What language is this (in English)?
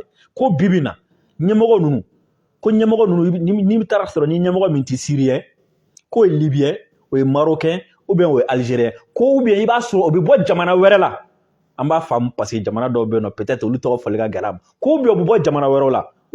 Bambara